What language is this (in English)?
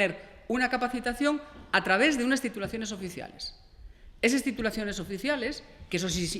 Asturian